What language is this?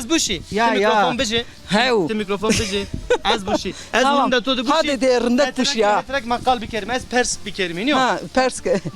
Zaza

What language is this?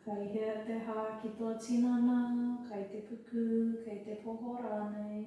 Māori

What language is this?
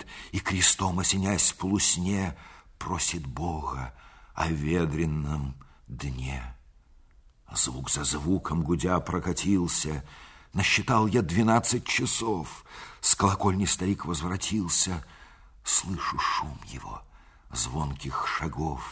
Russian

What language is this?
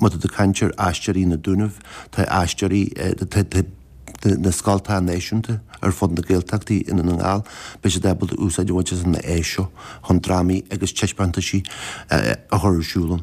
Irish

